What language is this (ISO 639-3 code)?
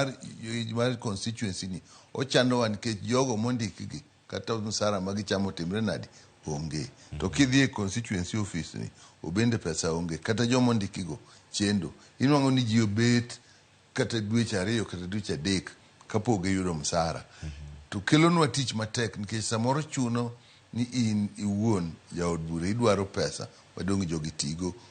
luo